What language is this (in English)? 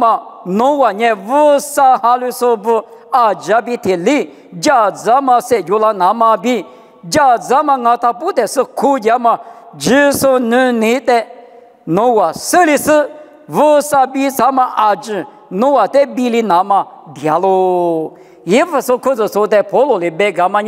Lisu